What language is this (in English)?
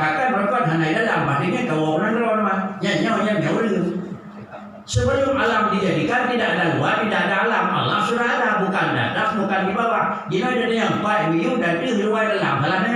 Achinese